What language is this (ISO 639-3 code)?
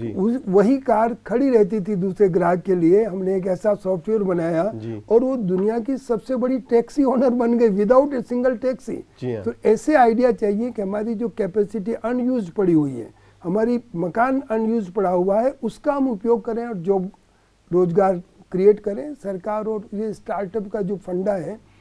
hin